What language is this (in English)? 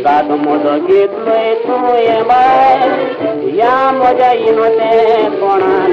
Konkani